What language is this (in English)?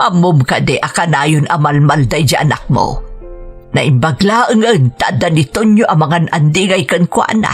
Iloko